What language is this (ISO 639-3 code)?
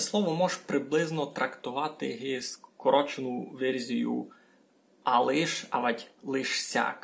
rue